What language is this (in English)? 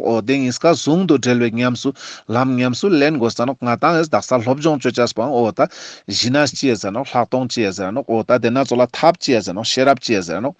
Ladakhi